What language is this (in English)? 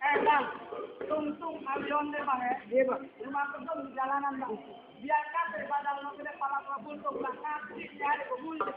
Betawi